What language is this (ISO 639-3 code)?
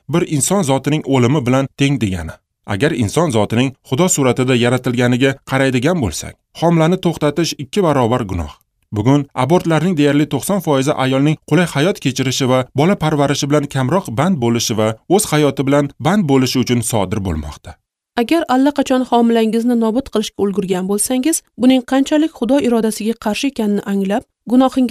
uzb